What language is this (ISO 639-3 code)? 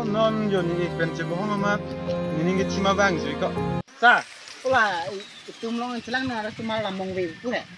mjw